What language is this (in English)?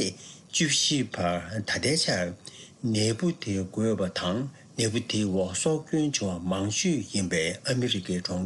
Tibetan